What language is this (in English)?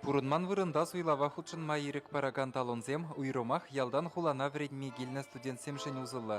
Chuvash